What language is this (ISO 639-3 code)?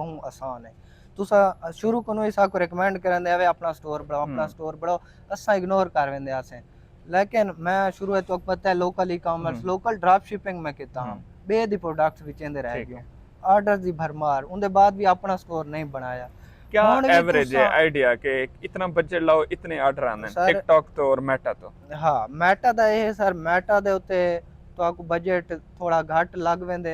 skr